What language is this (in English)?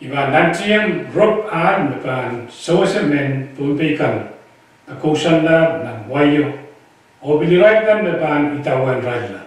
Pohnpeian